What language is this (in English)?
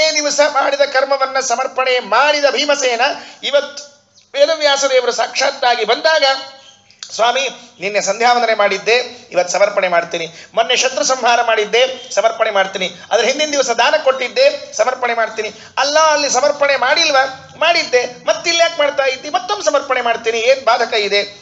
Kannada